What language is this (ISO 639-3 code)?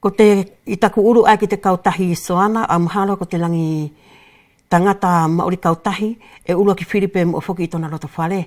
wls